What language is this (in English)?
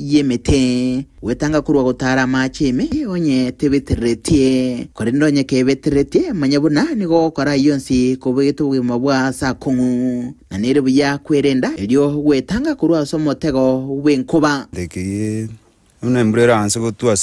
Gusii